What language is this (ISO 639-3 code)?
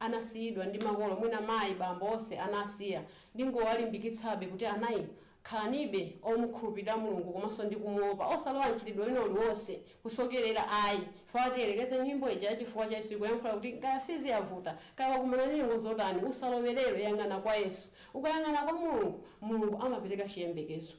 nya